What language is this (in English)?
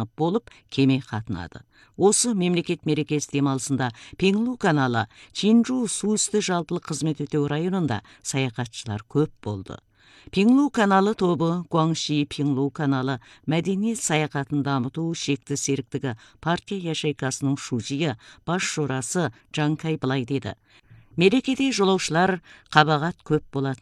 Kazakh